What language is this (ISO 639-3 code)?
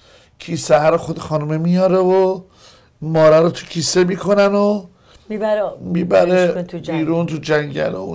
fas